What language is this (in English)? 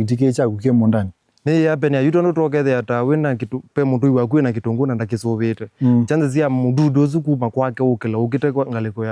Kamba